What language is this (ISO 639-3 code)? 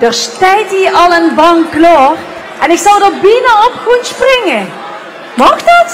lim